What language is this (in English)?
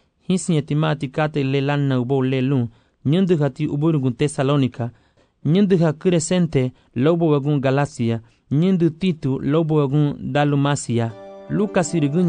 Garifuna